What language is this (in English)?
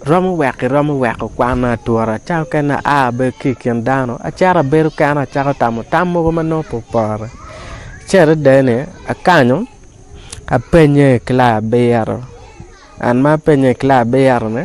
Acoli